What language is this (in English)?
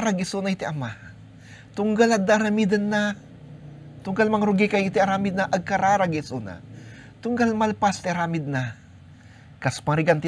Iloko